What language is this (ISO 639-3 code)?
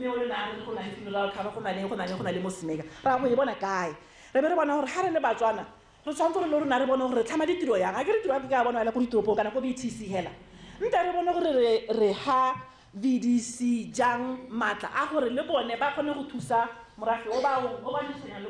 tsn